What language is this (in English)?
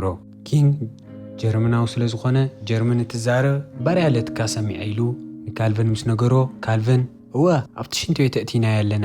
Tigrinya